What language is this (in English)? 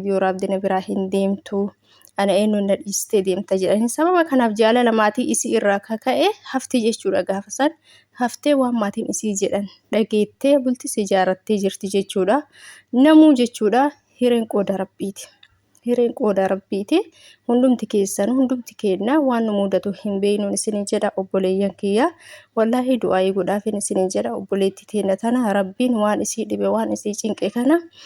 Oromo